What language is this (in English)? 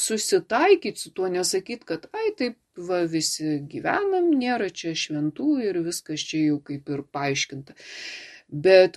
Lithuanian